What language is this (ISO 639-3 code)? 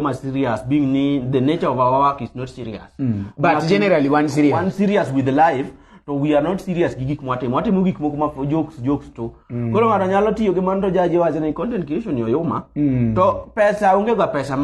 luo